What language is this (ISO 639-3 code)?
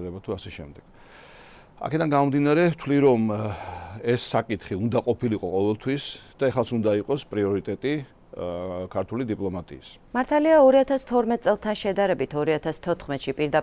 kat